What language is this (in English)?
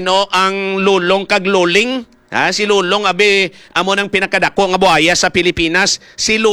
Hiligaynon